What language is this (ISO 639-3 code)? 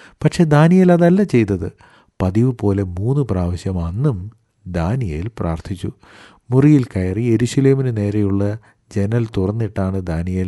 mal